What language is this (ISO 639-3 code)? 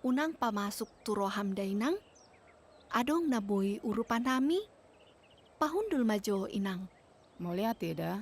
bbc